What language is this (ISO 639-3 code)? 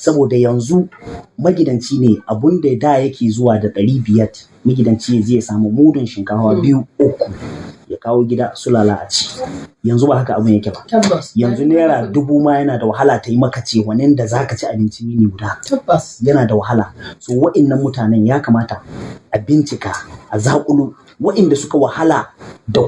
hau